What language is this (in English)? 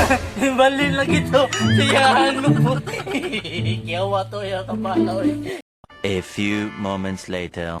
Cebuano